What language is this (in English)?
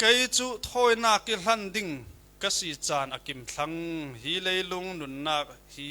Falam Chin